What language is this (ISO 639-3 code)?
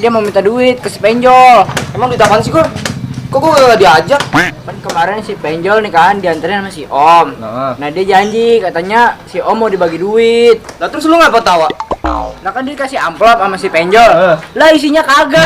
bew